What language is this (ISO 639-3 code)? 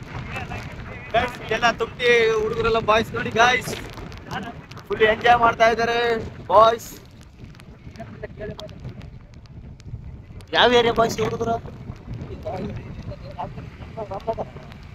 kan